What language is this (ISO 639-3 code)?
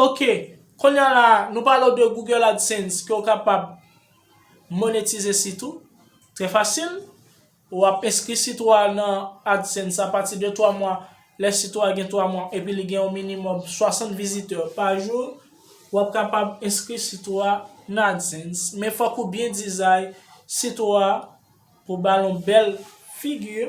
hat